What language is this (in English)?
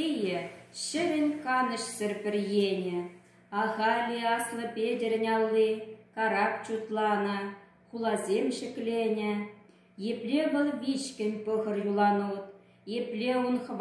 Chuvash